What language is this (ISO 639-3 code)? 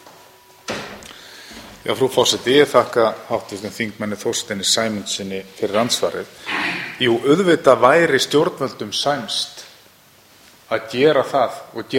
isl